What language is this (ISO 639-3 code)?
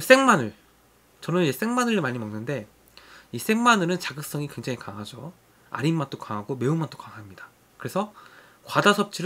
kor